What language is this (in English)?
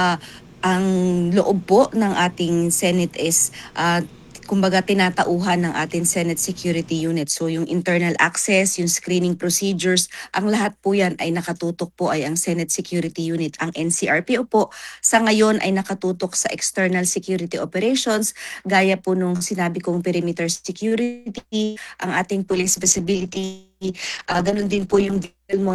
Filipino